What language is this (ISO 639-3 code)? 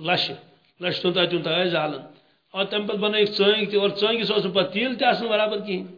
kas